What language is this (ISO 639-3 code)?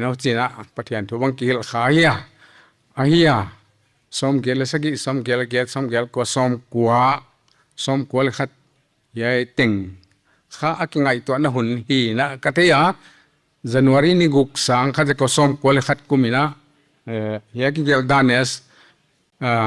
pck